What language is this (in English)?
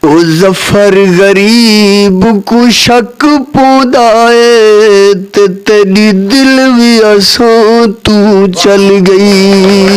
Saraiki